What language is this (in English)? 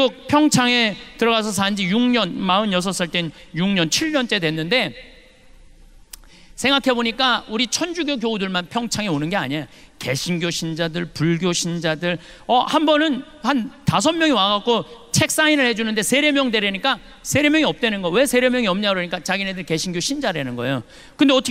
Korean